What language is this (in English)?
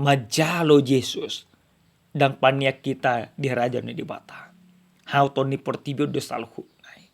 Batak Toba